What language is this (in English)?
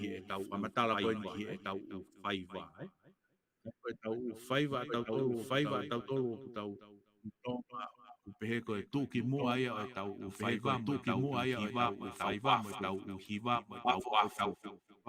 Tongan